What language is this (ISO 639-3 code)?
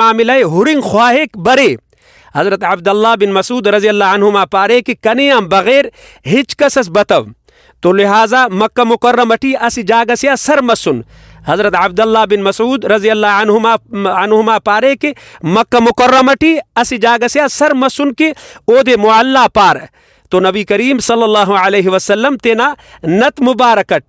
brh